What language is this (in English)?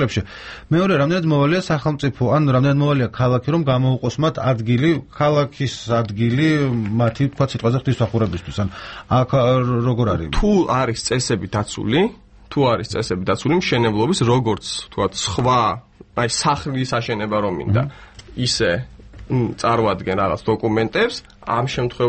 Georgian